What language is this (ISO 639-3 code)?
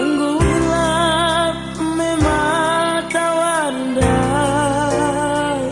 btx